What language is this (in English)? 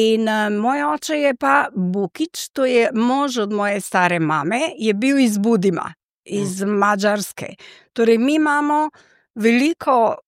Slovenian